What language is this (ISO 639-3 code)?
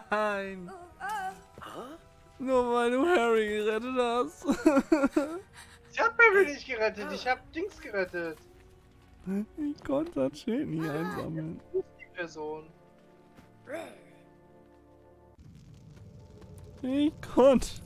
deu